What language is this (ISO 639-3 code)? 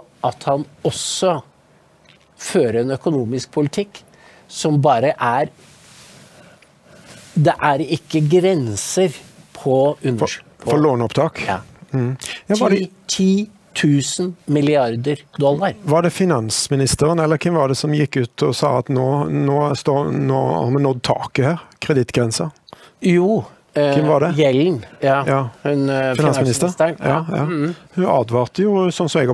nor